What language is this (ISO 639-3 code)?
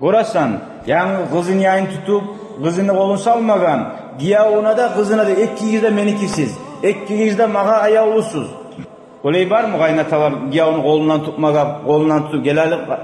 kum